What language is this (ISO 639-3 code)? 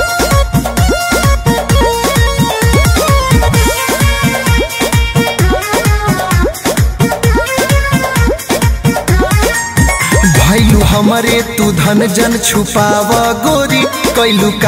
bho